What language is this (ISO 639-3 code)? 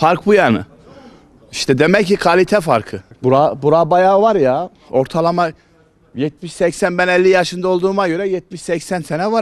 tur